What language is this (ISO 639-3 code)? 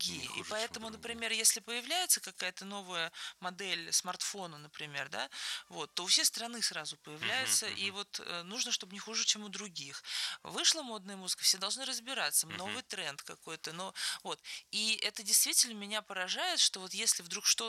rus